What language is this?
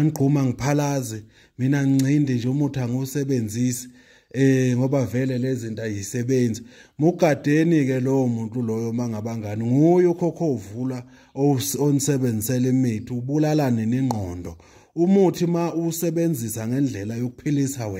Zulu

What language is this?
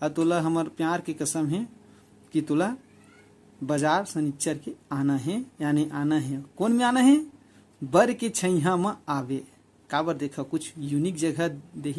Chhattisgarhi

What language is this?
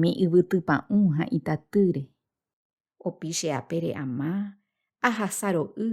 Guarani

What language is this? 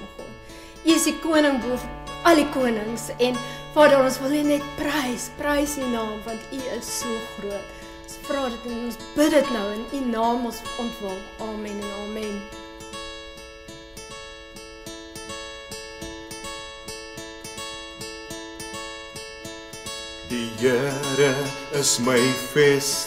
Afrikaans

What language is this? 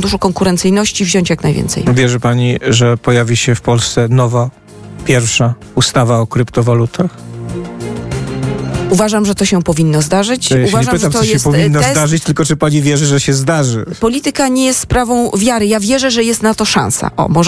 Polish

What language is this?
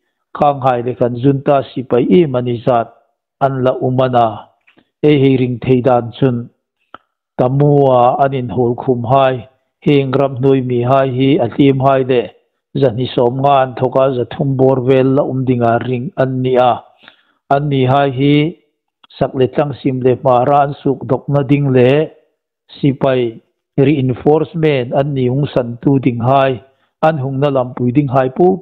Hmar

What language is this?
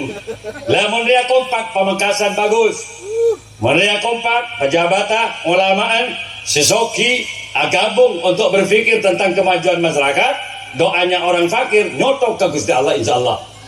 Madurese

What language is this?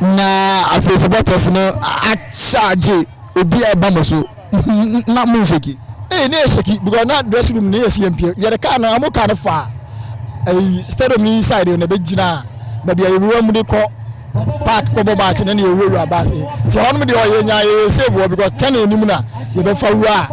Akan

